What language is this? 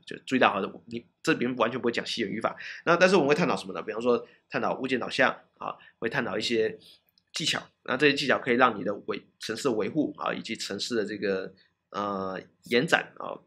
Chinese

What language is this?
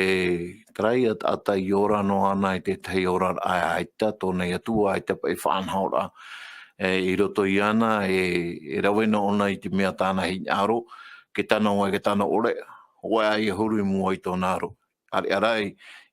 Tahitian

